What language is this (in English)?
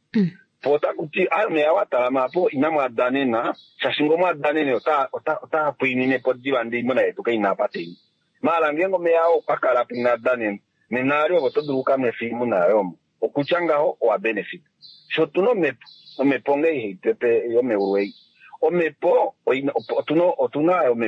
Kuanyama